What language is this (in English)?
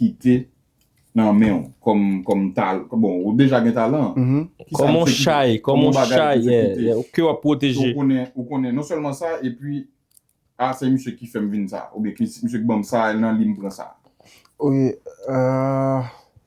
Haitian Creole